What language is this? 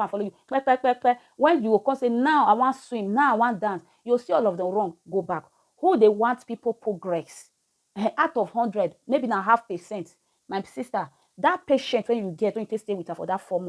Nigerian Pidgin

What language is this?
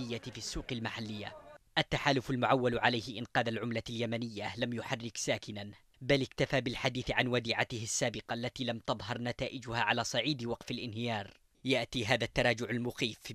Arabic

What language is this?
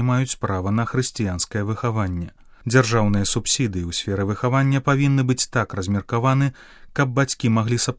Belarusian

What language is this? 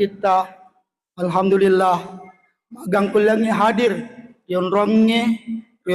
Buginese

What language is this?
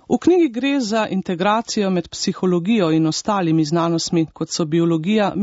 Slovenian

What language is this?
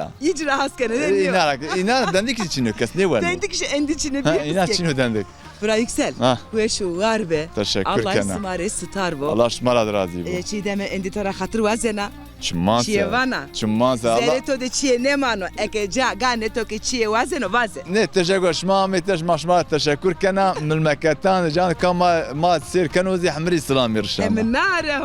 Zaza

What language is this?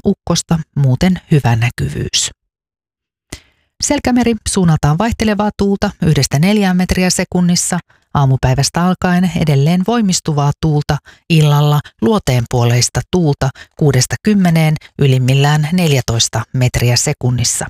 Finnish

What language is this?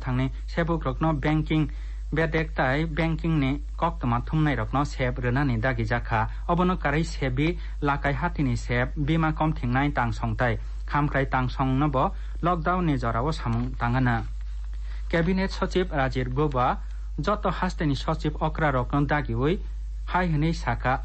Kok Borok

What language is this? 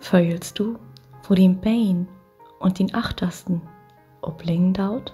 Low German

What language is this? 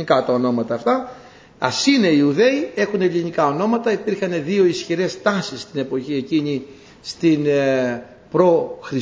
Greek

